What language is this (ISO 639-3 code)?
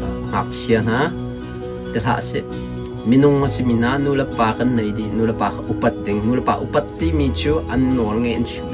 cnh